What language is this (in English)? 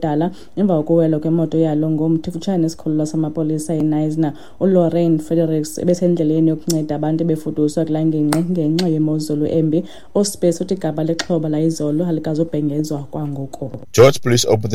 Xhosa